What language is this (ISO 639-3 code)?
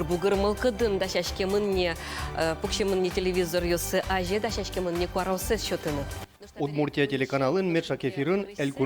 udm